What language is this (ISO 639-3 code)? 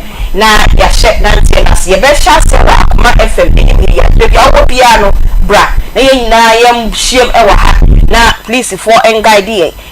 aka